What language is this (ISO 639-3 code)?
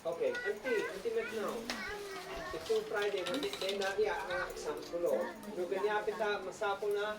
isd